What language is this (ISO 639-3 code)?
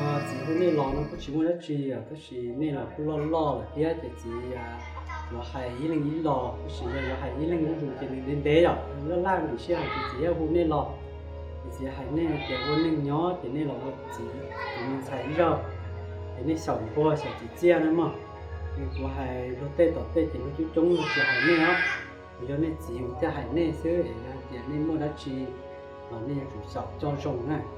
hmn